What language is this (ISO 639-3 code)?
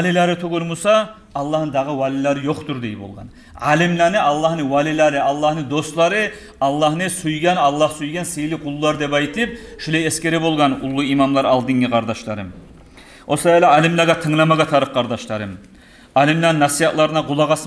kum